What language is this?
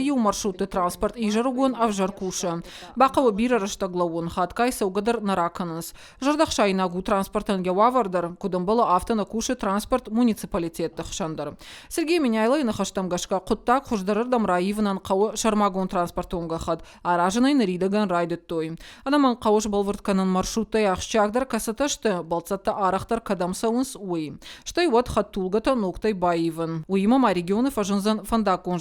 Ossetic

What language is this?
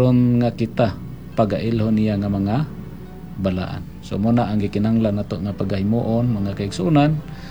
Cebuano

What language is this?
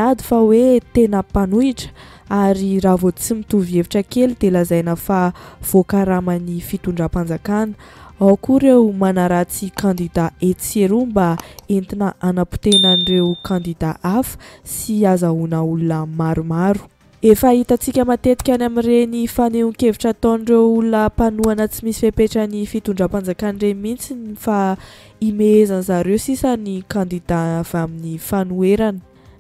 Malagasy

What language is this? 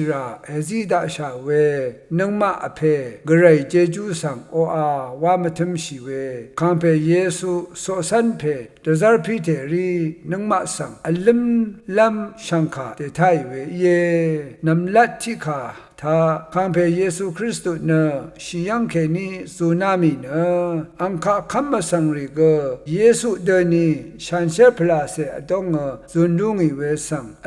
Rawang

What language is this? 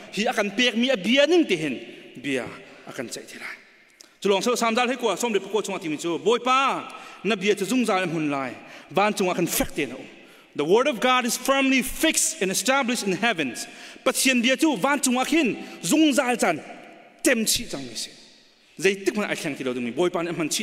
Hakha Chin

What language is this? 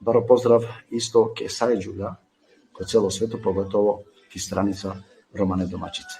Balkan Romani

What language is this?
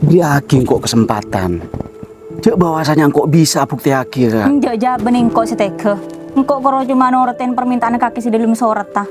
Madurese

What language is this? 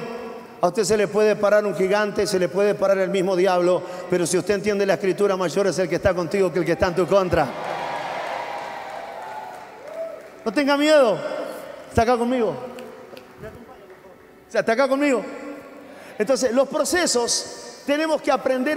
Spanish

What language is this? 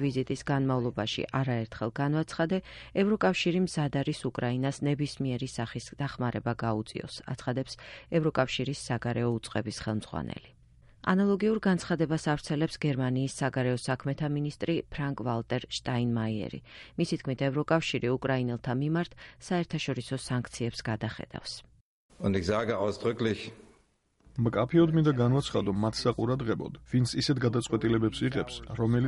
Georgian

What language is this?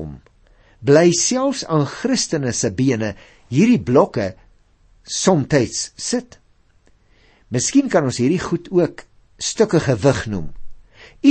Afrikaans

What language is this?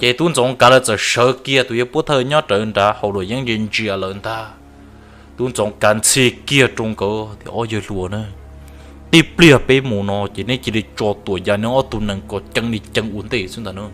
Hmong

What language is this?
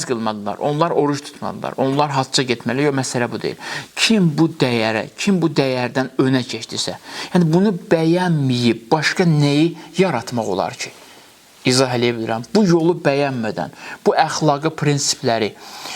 Azerbaijani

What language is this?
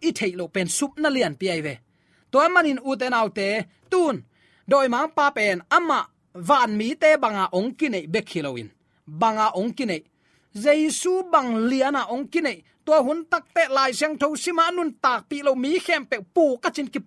Tedim Chin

